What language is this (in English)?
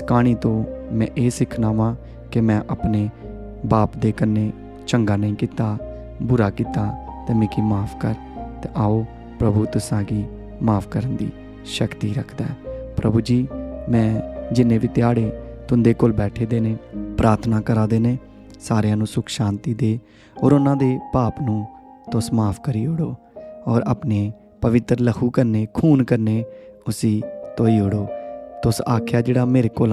Dogri